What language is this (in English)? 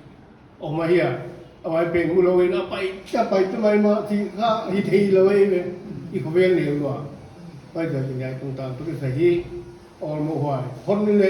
Paite Chin